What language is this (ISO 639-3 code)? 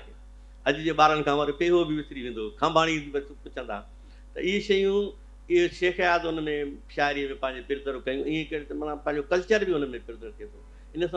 snd